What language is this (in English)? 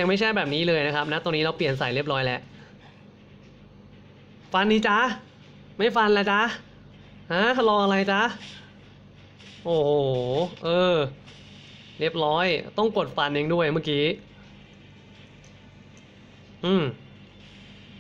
Thai